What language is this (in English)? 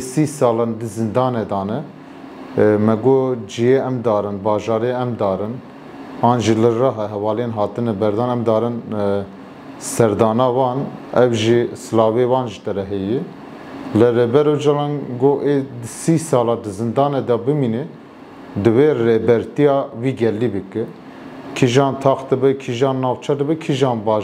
Kurdish